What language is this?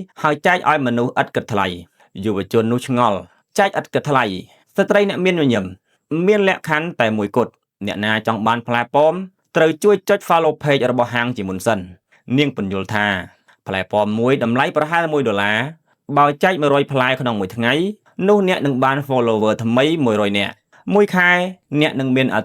Khmer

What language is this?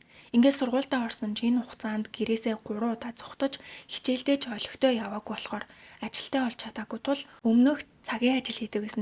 Mongolian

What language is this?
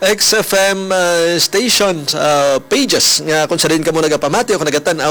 Hiligaynon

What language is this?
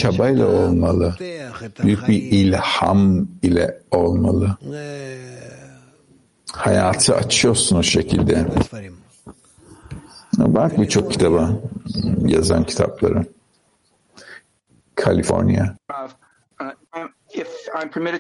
Turkish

